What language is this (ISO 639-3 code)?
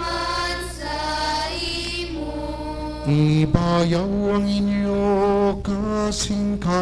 hil